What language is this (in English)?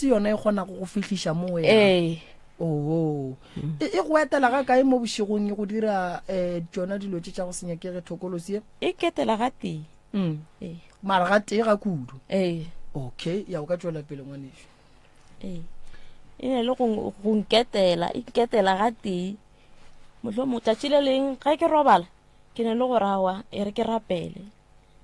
Northern Sotho